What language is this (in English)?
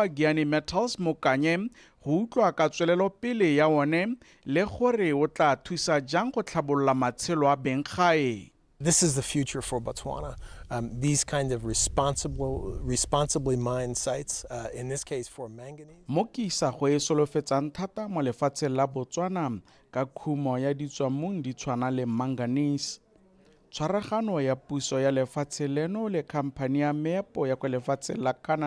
Tswana